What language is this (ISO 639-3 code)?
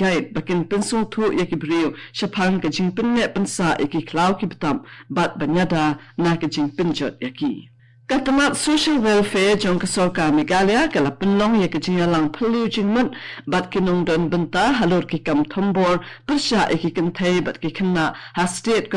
kha